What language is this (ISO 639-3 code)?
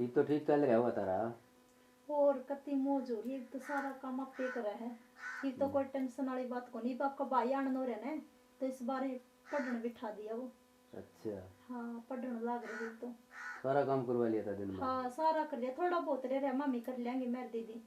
bgc